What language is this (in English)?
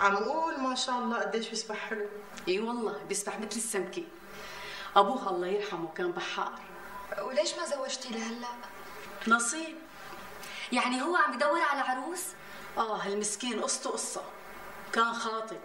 North Levantine Arabic